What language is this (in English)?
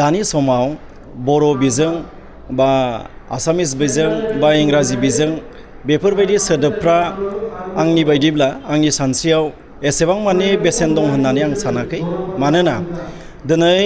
Bodo